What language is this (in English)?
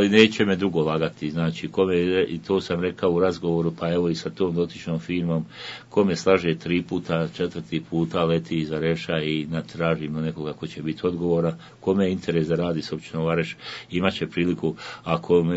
Bosnian